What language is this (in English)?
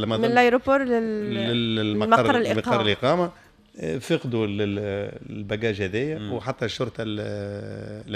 Tunisian Arabic